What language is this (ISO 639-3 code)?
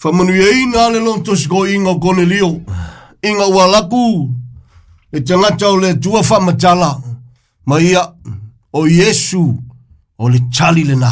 smo